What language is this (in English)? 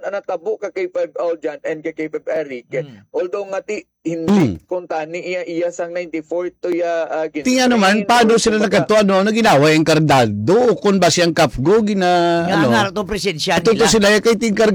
Hiligaynon